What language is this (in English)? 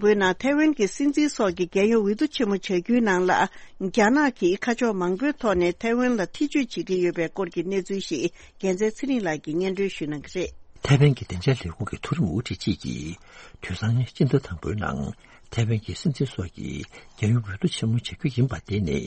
Tibetan